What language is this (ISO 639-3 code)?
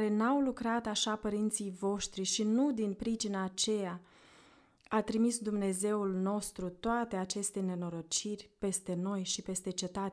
ron